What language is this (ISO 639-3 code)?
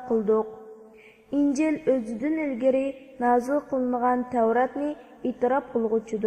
uig